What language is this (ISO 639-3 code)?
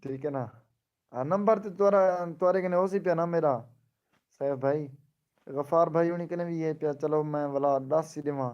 skr